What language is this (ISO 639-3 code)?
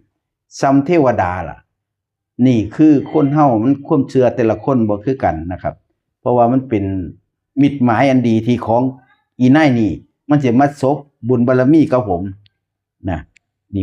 tts